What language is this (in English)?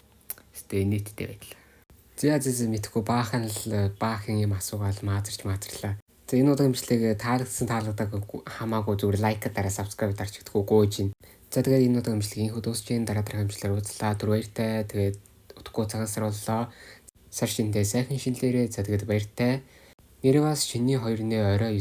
Mongolian